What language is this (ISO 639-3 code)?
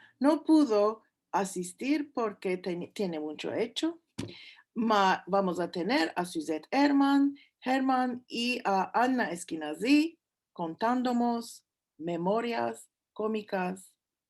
lad